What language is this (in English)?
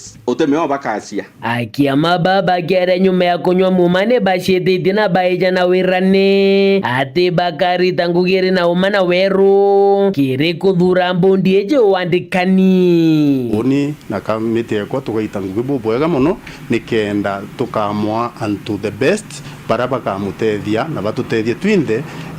Meru